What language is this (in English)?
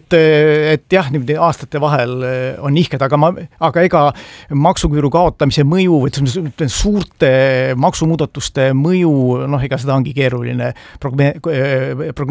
Estonian